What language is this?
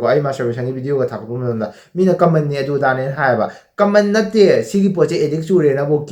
Manipuri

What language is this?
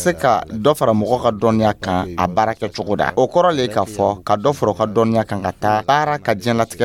Dyula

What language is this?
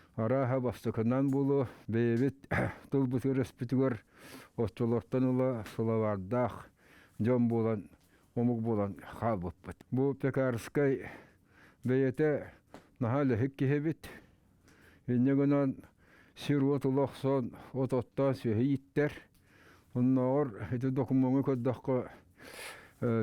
Yakut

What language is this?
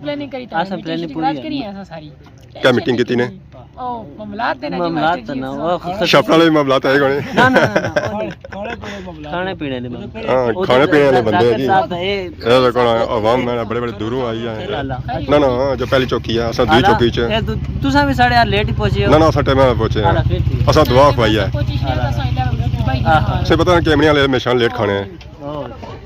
Pahari-Potwari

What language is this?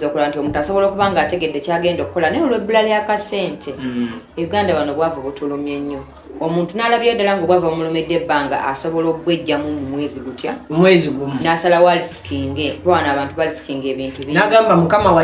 Ganda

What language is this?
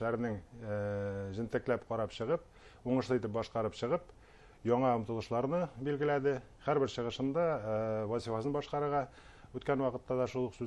Bashkir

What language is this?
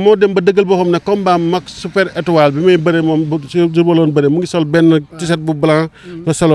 Wolof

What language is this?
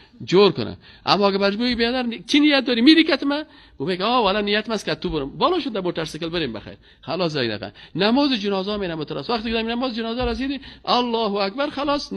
Persian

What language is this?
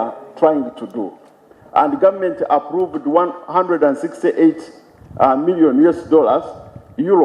Nyankole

